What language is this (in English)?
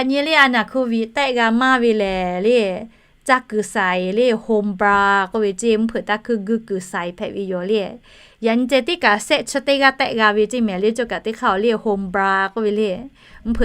Lahu